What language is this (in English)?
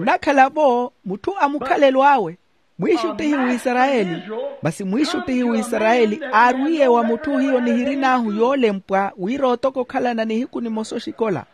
Makhuwa